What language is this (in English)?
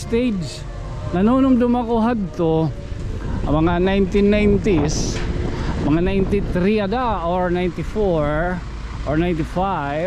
Waray